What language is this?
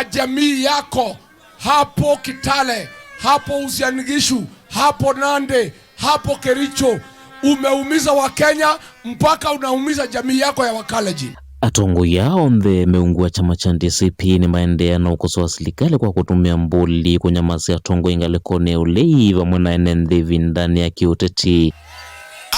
Kamba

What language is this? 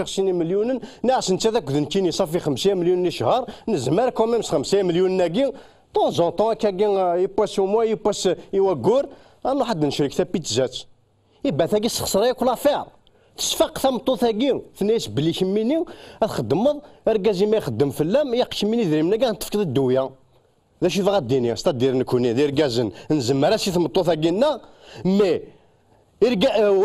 Kabyle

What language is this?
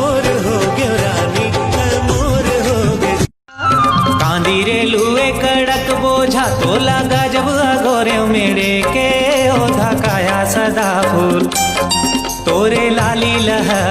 Chhattisgarhi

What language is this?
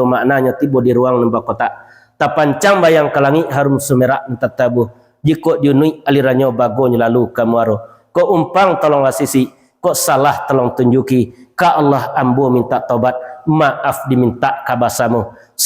Minangkabau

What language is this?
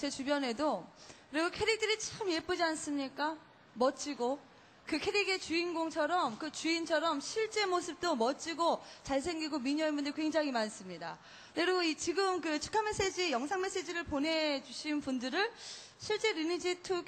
Korean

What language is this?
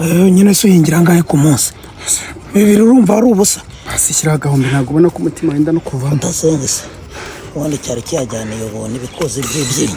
Kinyarwanda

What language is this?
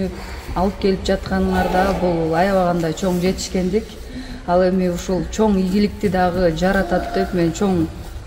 Kyrgyz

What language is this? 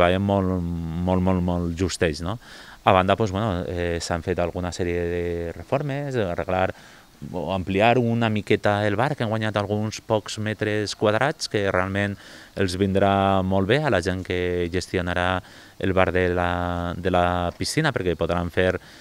Catalan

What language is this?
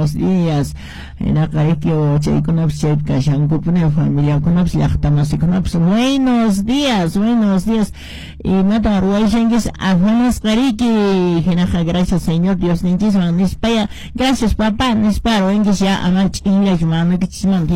Quechua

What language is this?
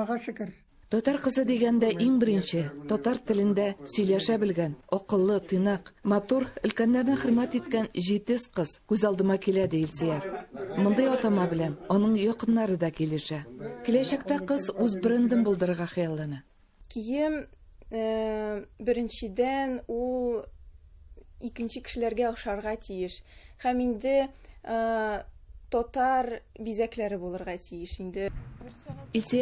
Tatar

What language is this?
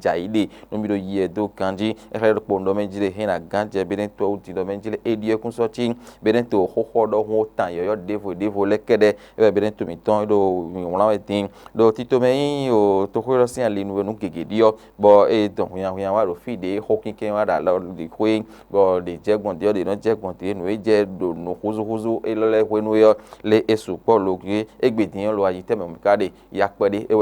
Fon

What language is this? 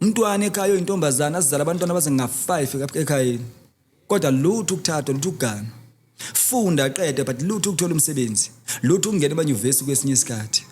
Zulu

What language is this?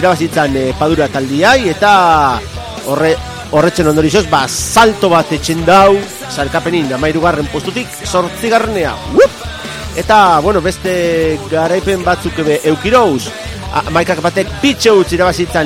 Basque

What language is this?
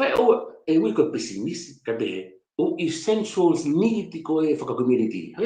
Tongan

